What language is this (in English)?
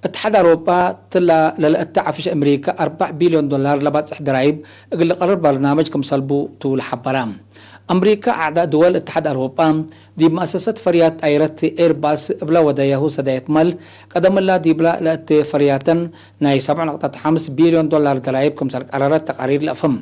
Tigre